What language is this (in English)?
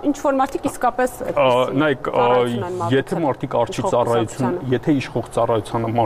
Armenian